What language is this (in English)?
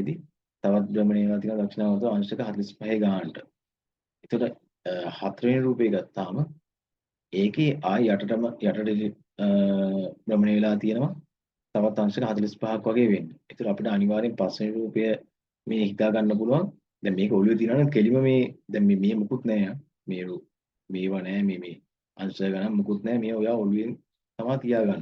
Sinhala